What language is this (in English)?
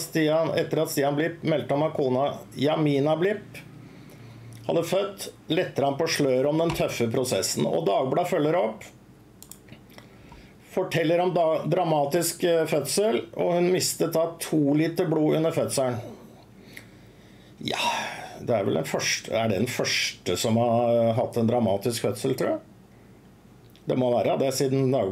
Norwegian